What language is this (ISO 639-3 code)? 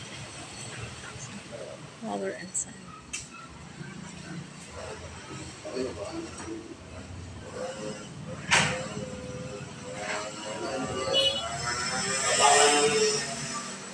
fil